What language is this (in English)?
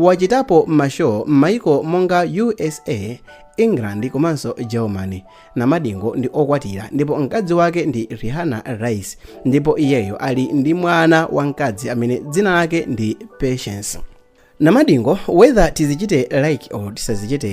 Nyanja